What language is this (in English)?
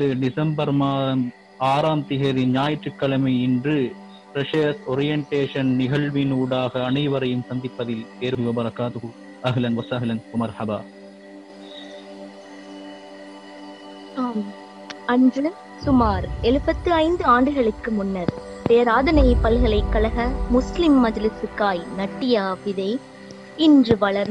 Tamil